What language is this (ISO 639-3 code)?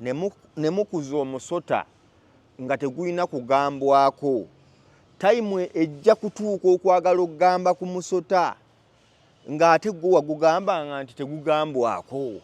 lug